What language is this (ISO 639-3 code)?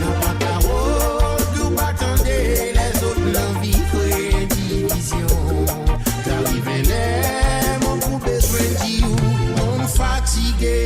mfe